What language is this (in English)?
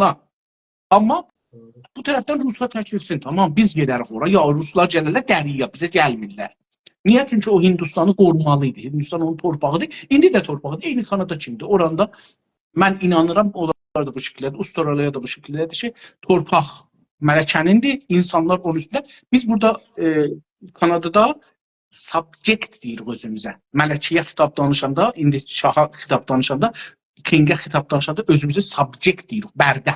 South Azerbaijani